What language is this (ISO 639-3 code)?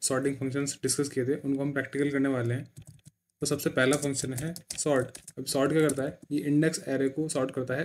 hin